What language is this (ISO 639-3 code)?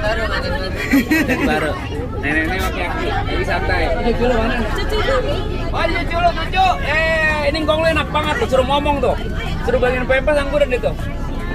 bew